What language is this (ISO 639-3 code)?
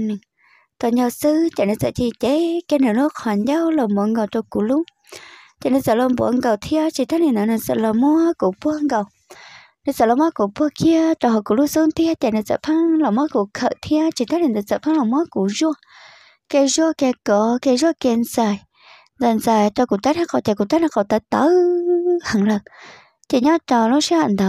hmn